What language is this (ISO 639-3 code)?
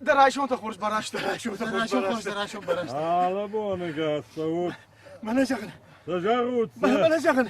oss